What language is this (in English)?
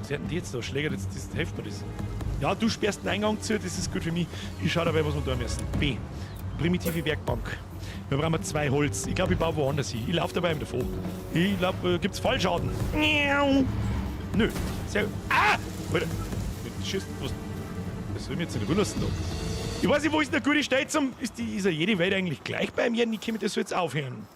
Bavarian